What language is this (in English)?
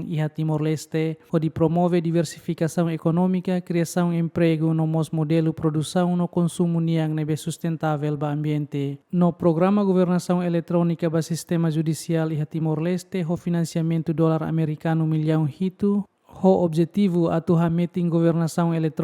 Tetum